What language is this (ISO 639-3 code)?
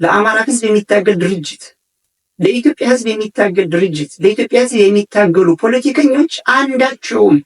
amh